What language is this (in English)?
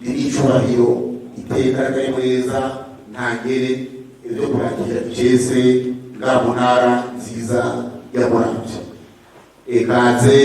Rundi